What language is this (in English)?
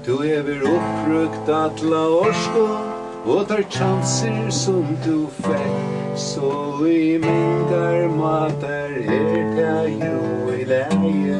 Faroese